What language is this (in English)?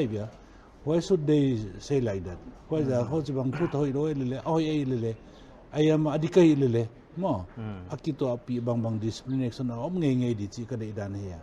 Paite Chin